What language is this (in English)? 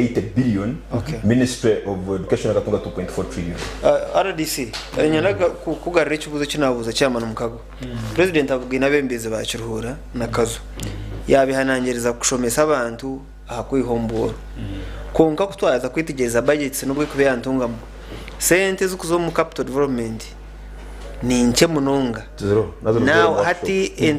Nyankole